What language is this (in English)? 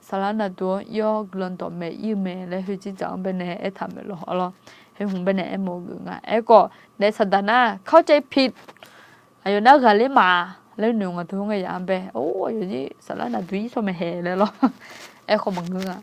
Akha